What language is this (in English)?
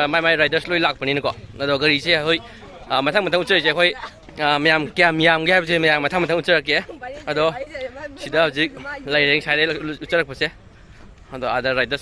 Manipuri